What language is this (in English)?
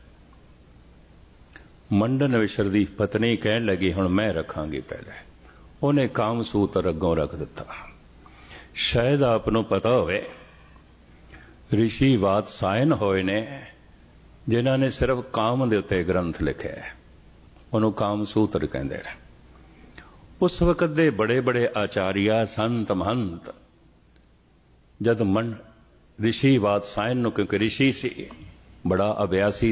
Punjabi